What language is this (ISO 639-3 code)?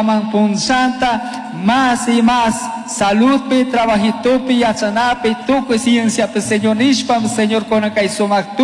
qug